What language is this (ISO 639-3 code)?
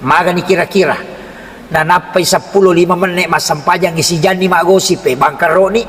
bug